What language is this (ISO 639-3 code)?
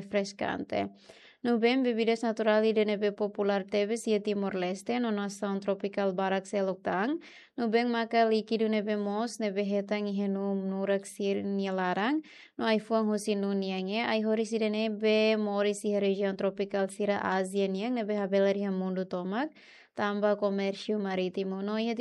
tet